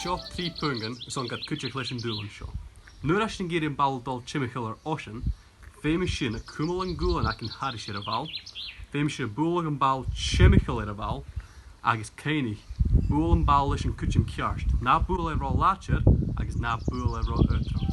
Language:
Scottish Gaelic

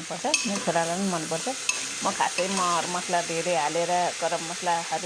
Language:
Nepali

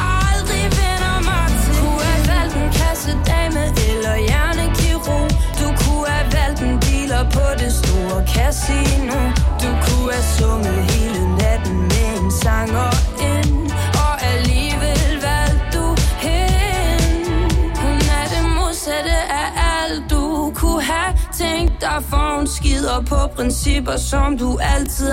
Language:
Danish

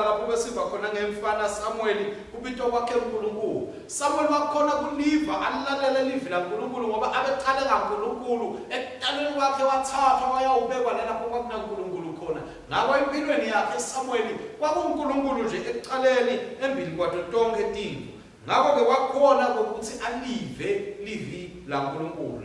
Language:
Swati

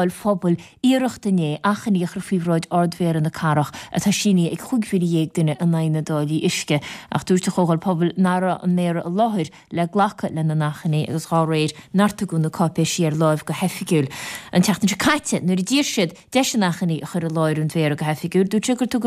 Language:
Irish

